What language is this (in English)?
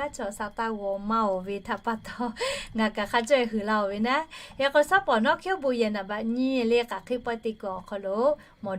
Lahu